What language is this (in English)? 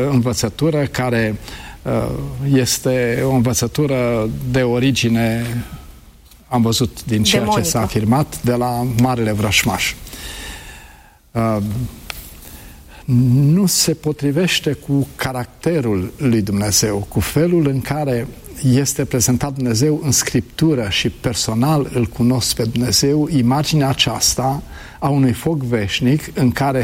Romanian